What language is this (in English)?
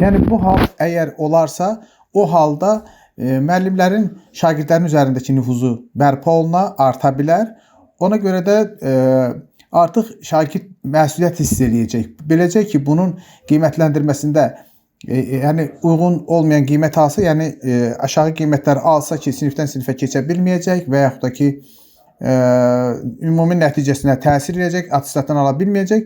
Azerbaijani